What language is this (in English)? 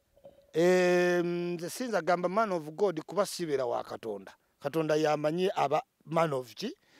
Ganda